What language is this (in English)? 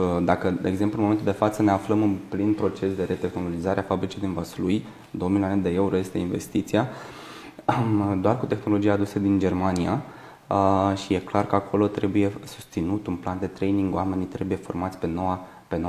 Romanian